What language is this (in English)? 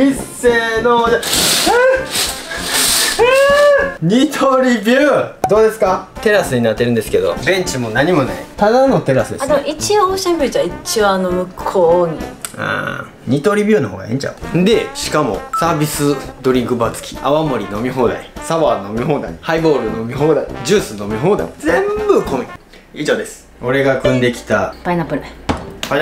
Japanese